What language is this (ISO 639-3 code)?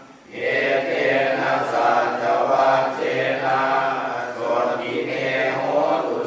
pli